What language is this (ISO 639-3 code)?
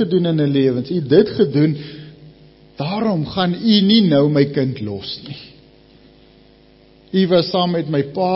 afr